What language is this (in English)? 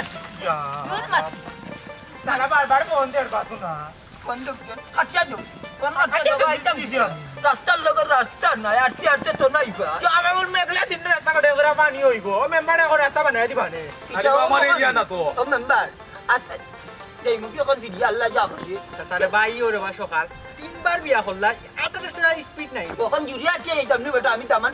Sylheti